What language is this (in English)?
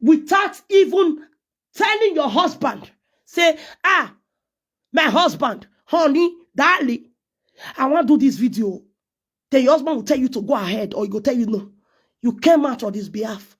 Nigerian Pidgin